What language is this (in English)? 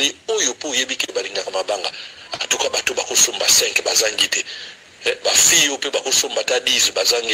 Lingala